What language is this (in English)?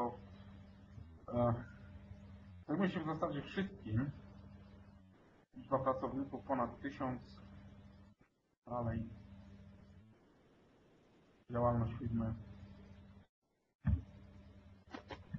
Polish